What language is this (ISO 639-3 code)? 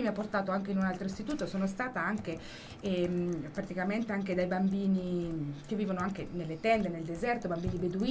ita